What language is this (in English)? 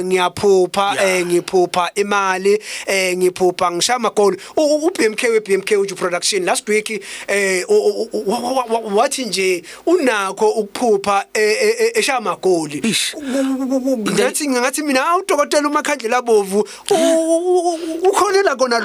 Zulu